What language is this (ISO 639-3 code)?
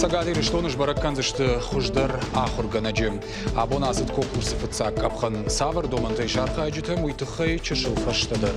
oss